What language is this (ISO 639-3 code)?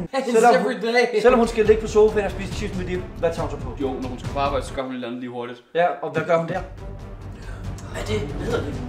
dan